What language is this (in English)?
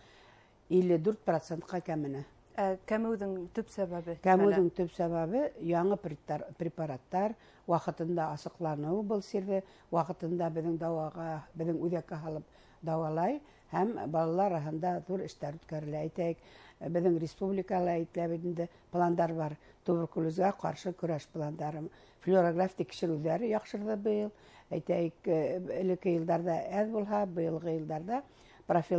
Bashkir